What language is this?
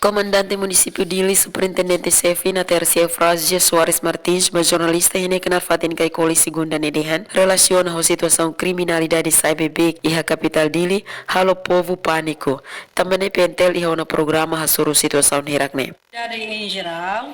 Tetum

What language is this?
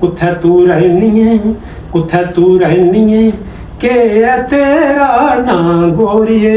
Dogri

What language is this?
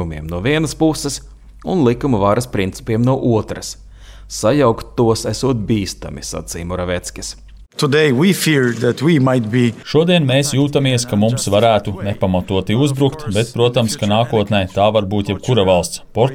Latvian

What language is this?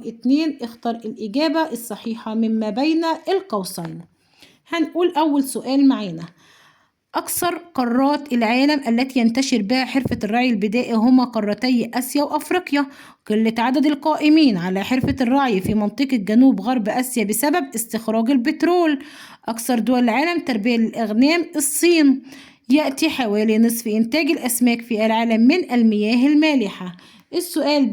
Egyptian Arabic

